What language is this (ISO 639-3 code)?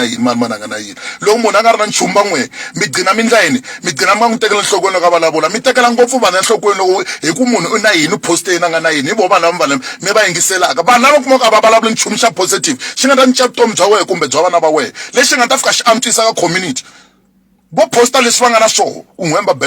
tso